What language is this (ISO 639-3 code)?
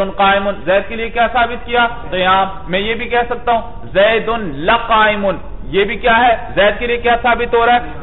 urd